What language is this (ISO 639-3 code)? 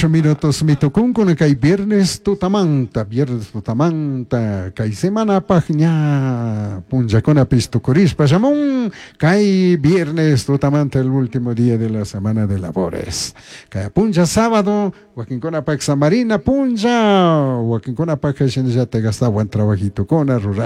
qug